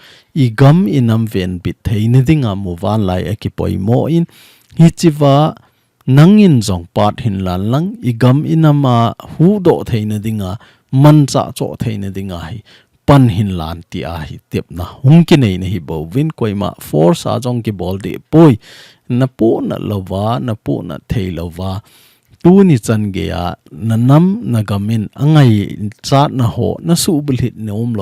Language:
Thado Chin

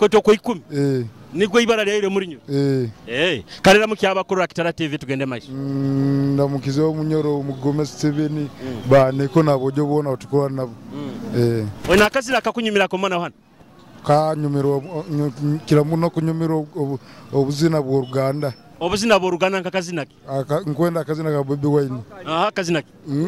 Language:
Nyoro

